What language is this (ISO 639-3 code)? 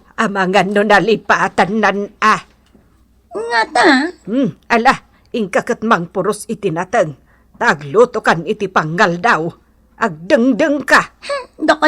ilo